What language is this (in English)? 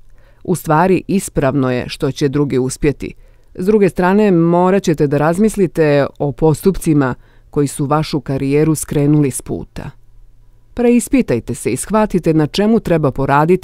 Bosnian